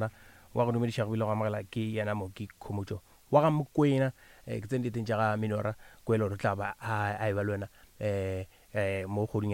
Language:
Northern Sotho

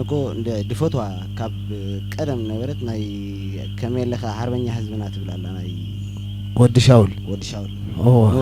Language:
Tigrinya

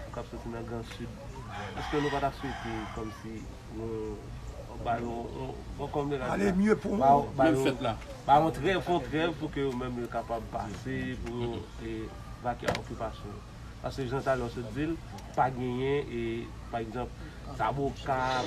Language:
Haitian Creole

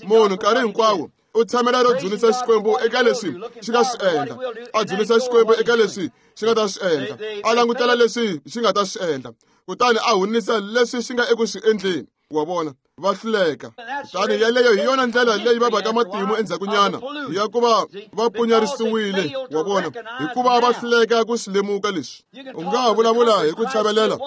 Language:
Tsonga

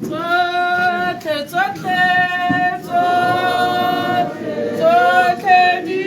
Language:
Tswana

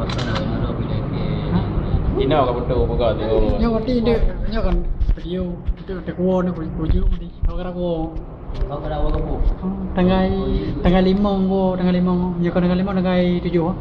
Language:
Achinese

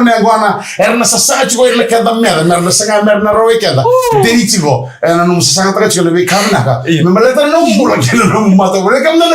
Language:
Fijian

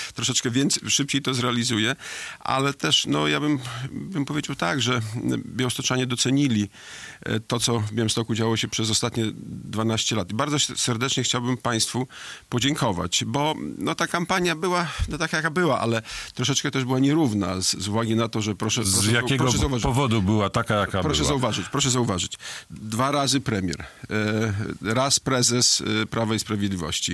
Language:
Polish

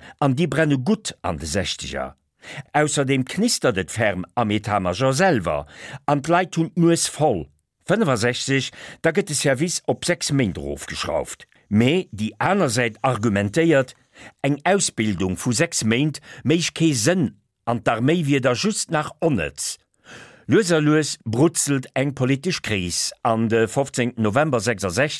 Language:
Luxembourgish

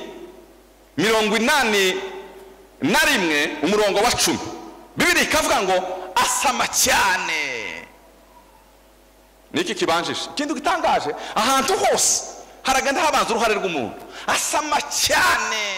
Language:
Kinyarwanda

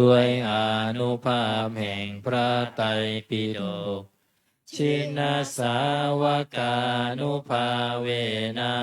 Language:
Pali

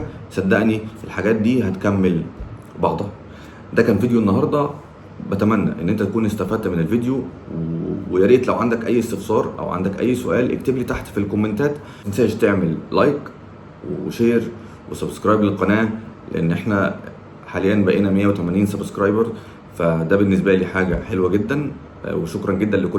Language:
Egyptian Arabic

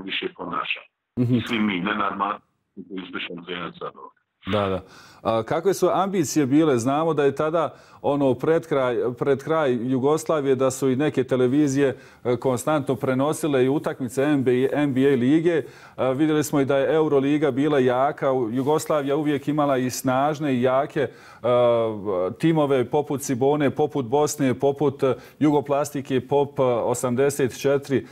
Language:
Bosnian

